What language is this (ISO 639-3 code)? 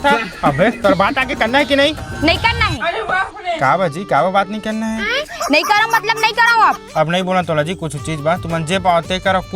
hne